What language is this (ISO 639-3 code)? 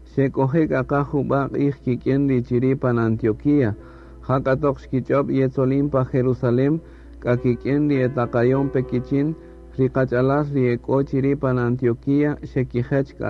cak